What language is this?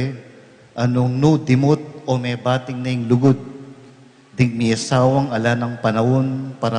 Pampanga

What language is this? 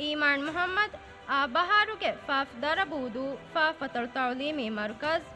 Divehi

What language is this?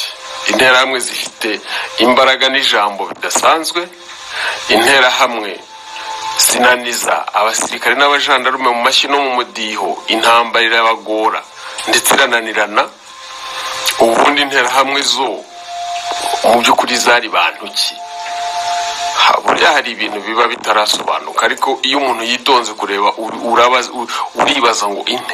Kinyarwanda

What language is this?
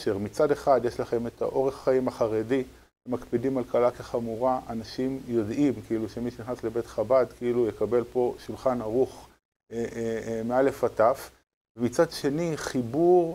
Hebrew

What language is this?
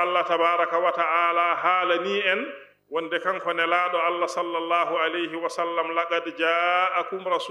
Fula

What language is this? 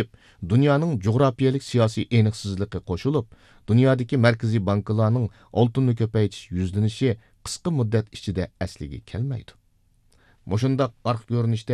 Uyghur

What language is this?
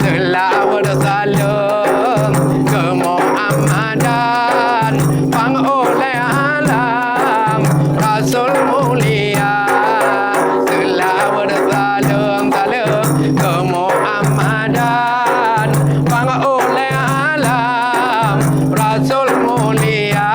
Achinese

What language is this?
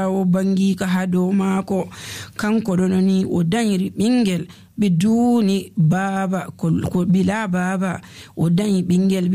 Nigerian Fulfulde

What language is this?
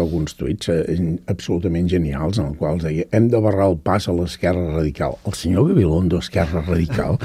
Catalan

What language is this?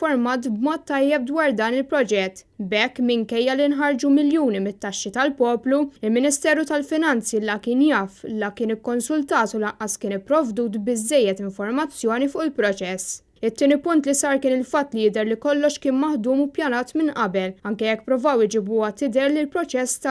Maltese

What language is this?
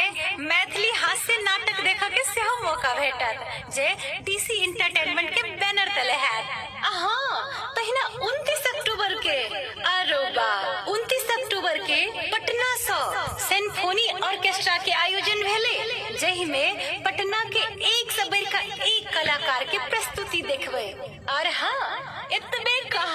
Maithili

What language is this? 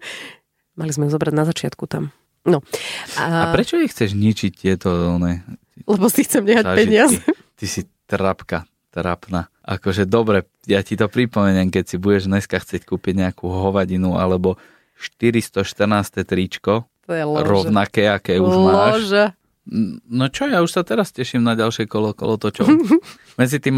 Slovak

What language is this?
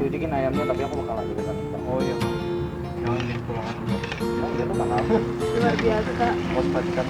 Banjar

